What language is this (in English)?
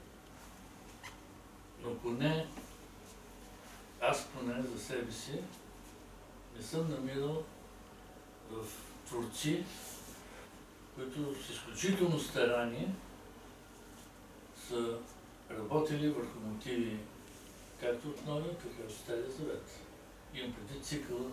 Bulgarian